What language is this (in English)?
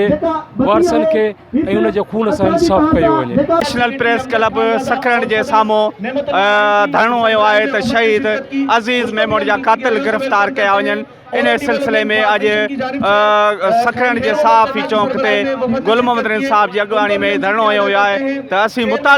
Sindhi